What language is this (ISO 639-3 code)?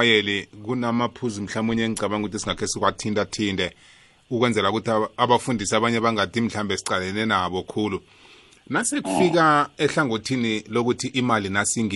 nbl